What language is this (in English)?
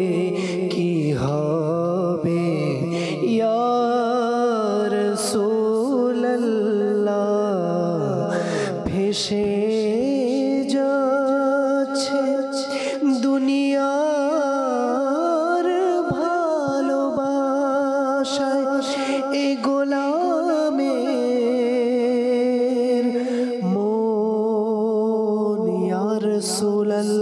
Bangla